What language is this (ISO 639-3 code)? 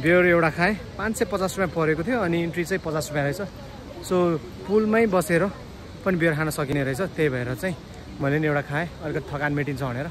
nep